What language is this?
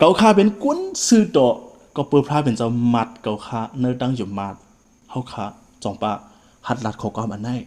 Shan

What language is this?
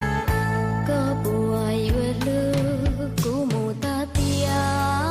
Hmong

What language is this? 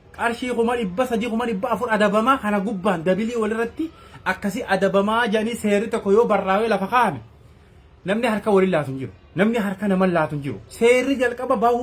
Oromo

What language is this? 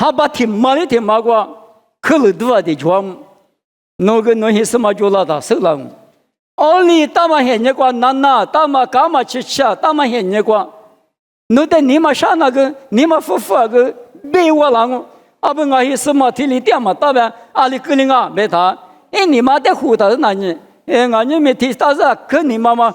Lisu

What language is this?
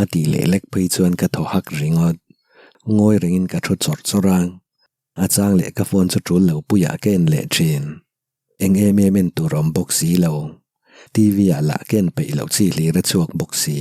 Mizo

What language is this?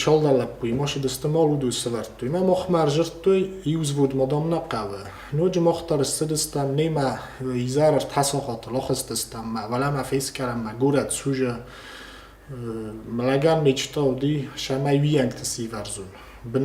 Ossetic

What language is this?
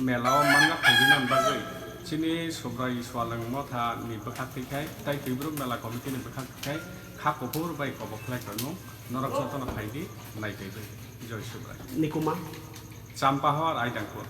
Kok Borok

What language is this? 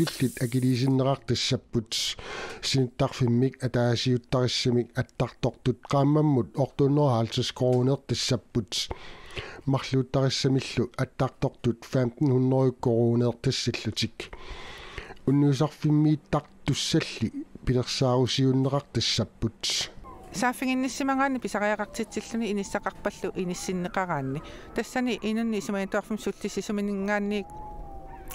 Kalaallisut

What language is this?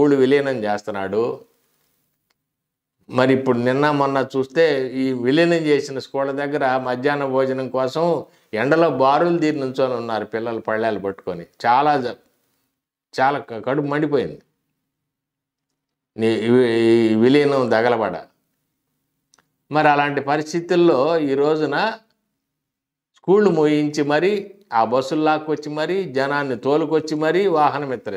Telugu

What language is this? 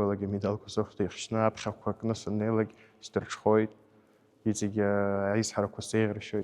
Abkhazian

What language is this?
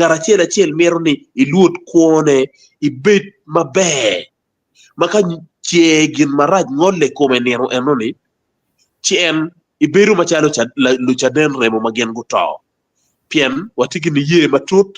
Acoli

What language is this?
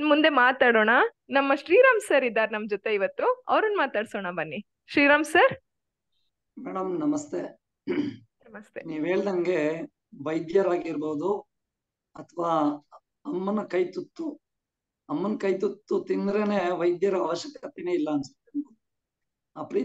Kannada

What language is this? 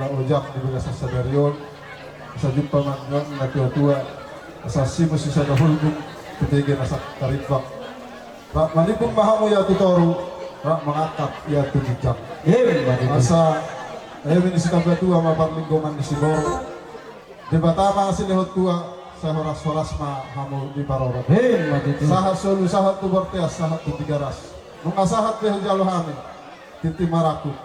Batak Toba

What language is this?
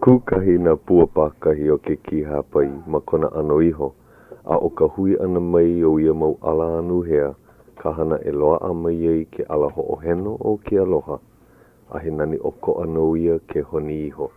Hawaiian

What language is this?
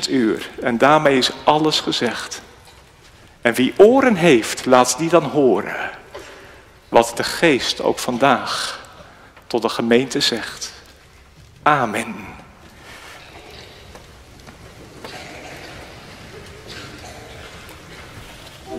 Dutch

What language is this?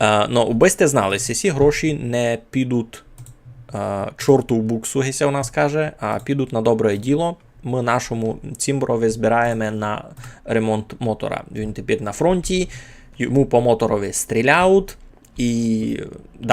Rusyn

